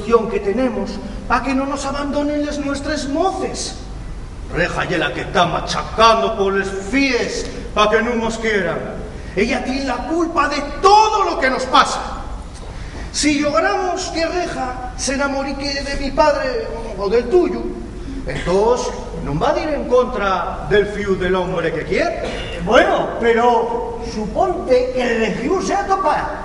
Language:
Asturian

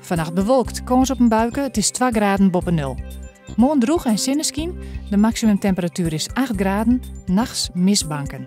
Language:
Western Frisian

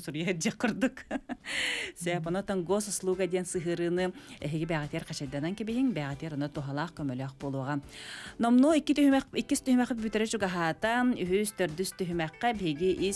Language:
Yakut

